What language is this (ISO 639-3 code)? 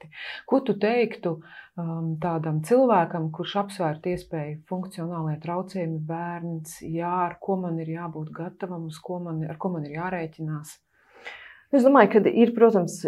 lav